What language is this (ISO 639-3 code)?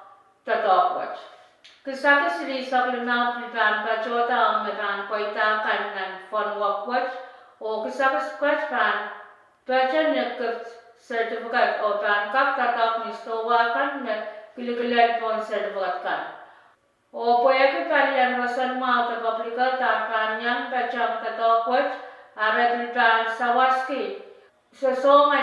pon